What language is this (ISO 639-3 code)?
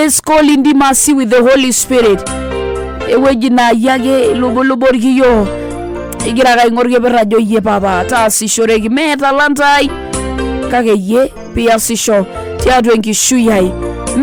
mas